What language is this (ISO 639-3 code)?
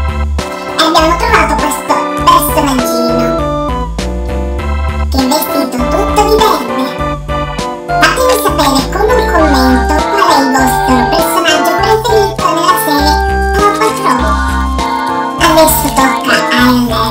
ita